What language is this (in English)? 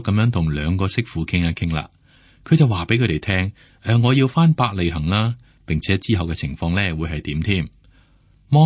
Cantonese